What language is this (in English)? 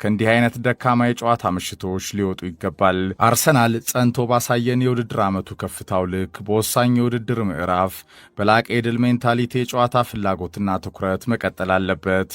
Amharic